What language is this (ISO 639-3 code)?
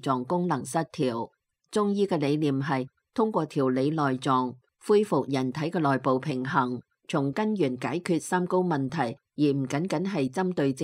yue